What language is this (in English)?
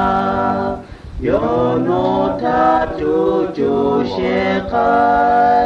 Lahu